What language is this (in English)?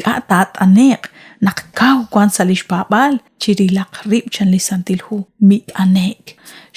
Kekchí